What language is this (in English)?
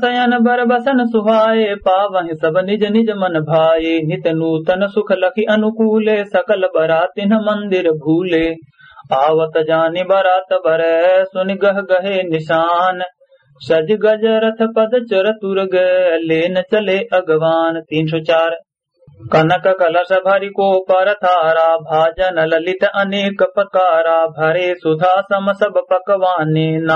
Awadhi